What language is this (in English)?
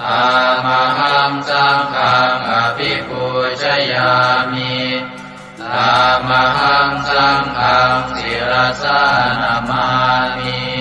Pali